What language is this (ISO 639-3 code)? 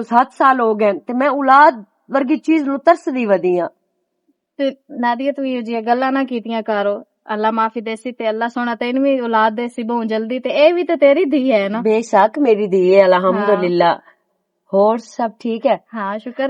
lah